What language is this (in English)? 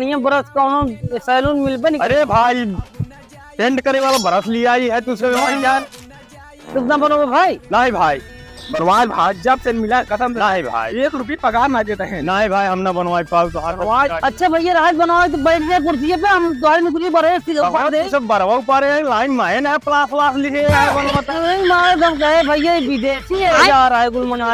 Awadhi